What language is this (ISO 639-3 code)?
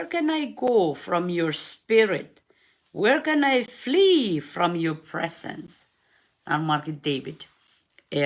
pon